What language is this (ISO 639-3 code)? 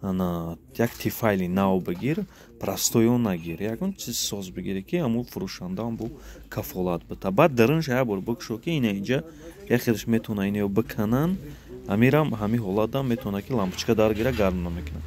tgk